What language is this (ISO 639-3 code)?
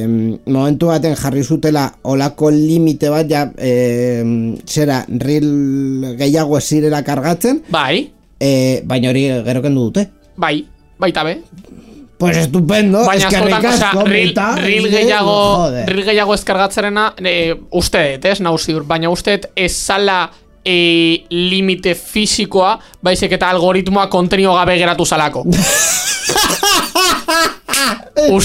eus